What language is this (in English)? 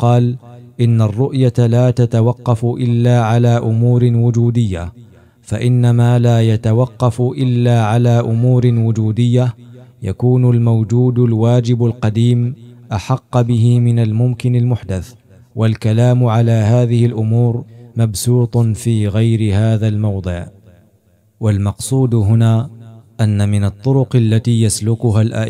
Arabic